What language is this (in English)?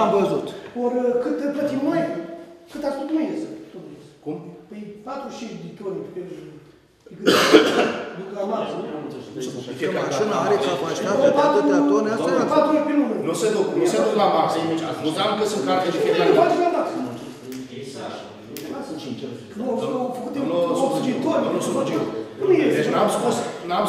Romanian